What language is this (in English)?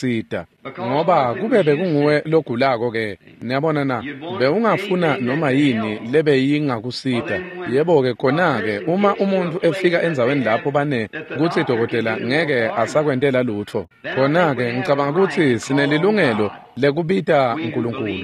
Swati